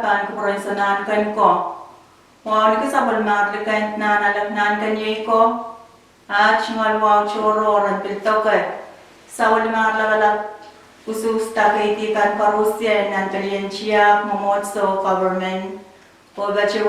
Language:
Pohnpeian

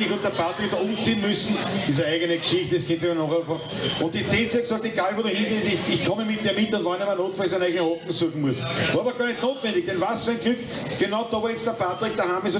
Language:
Bavarian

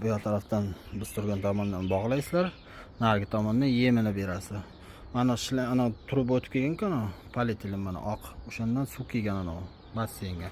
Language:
Uzbek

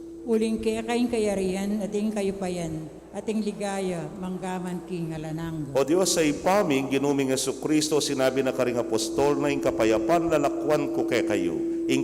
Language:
Pampanga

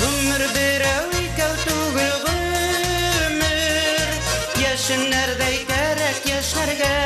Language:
Bashkir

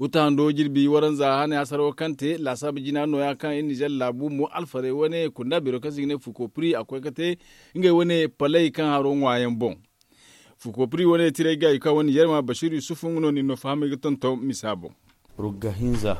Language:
Zarma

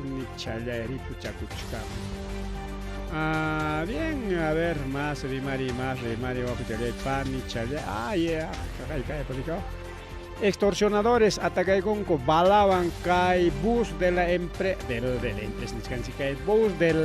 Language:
Ayacucho Quechua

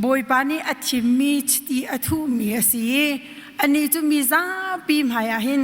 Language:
Hakha Chin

